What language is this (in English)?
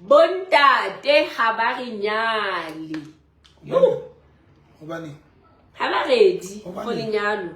Southern Sotho